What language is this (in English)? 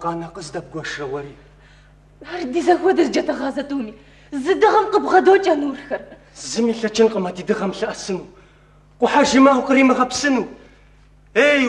Kabardian